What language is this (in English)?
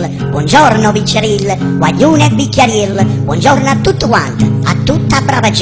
Neapolitan